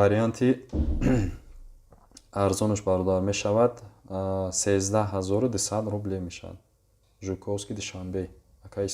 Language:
Tajik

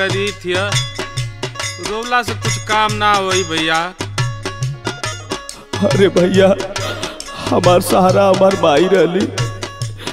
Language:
Bhojpuri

